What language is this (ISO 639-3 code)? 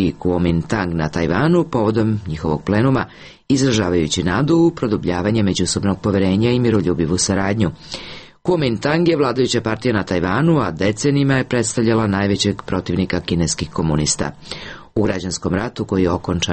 srp